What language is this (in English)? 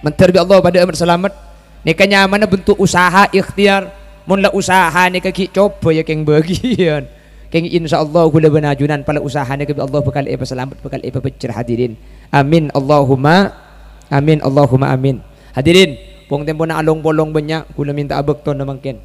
Madurese